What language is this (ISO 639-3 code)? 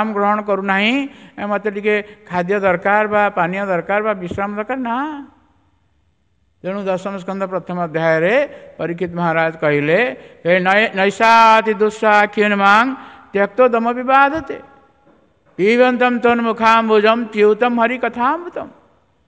ori